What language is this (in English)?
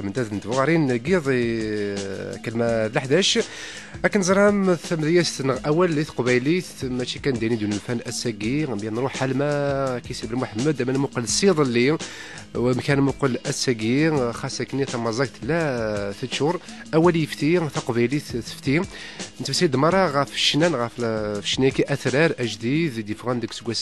Kabyle